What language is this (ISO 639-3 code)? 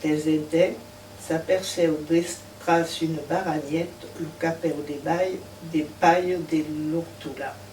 oci